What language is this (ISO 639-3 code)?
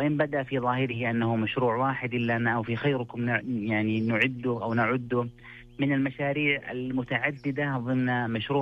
ara